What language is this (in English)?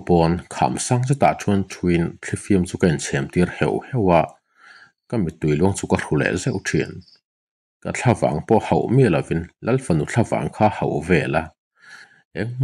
Mizo